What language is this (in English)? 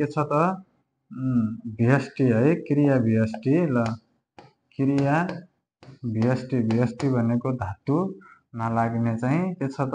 Nepali